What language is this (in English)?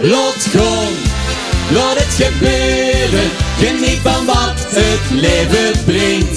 Limburgish